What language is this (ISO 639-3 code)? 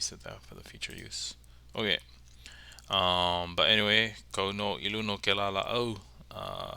haw